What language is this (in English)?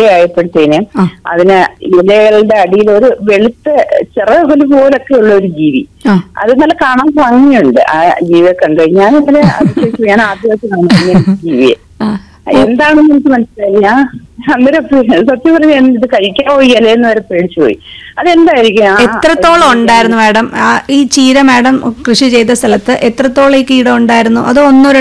Malayalam